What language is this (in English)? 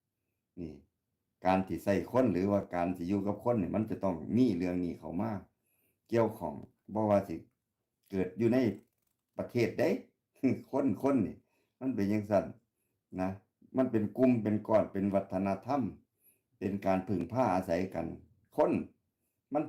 Northeastern Thai